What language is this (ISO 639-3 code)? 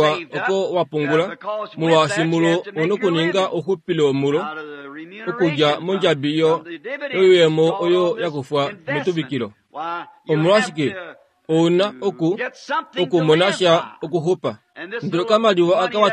kua